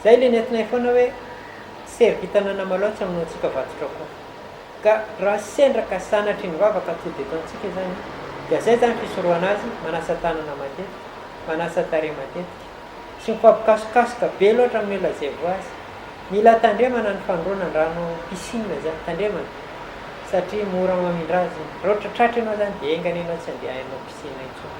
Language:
Malagasy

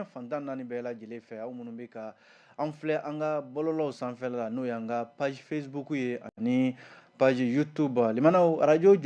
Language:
Bambara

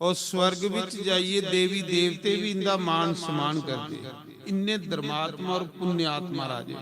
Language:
Dogri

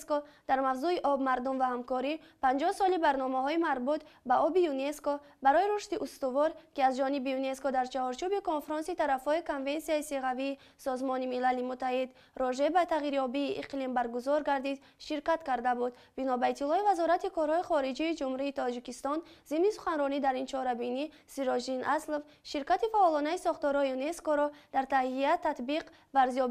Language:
Tajik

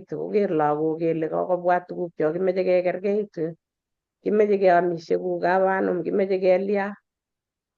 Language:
Kalenjin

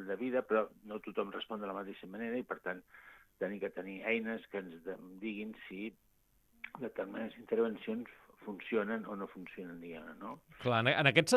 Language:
Catalan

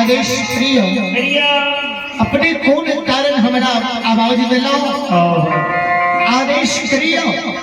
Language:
Maithili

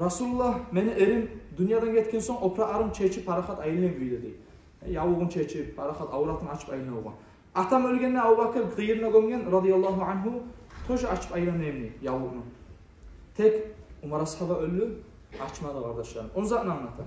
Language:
Kumyk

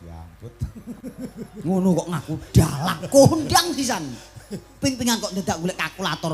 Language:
Javanese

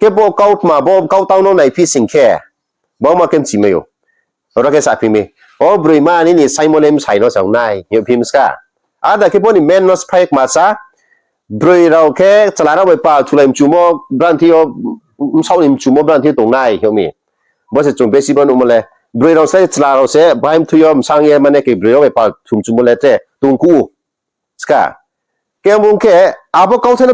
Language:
Riang (India)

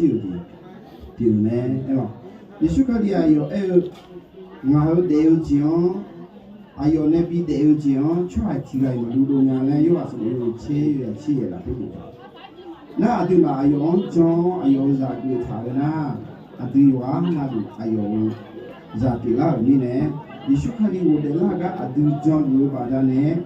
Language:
Akha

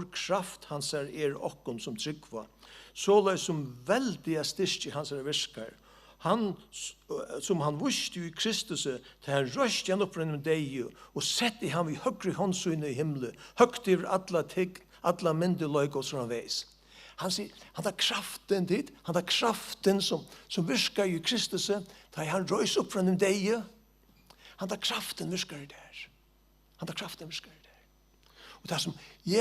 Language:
Faroese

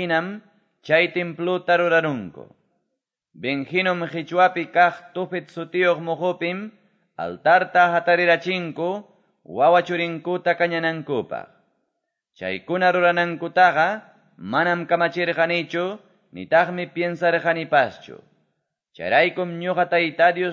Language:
Quechua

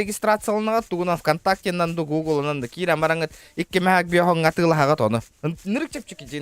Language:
Yakut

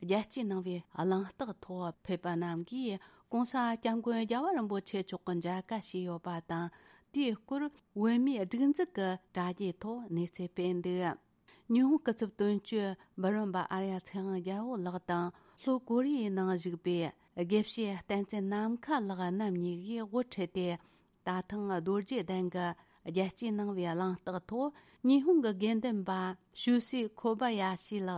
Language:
Tibetan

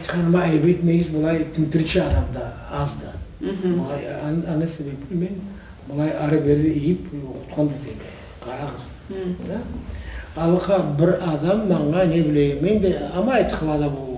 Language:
Karachay-Balkar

